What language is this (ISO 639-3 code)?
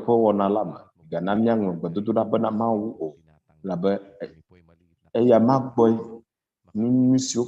ewe